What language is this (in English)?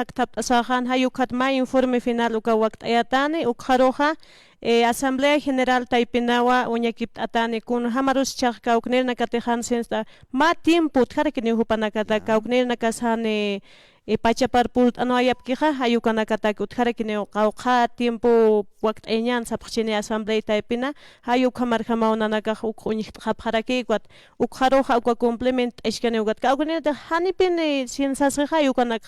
Aymara